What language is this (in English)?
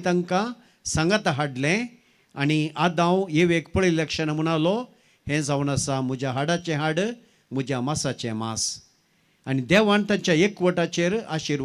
Konkani